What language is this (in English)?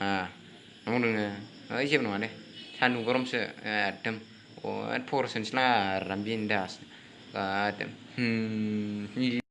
Bodo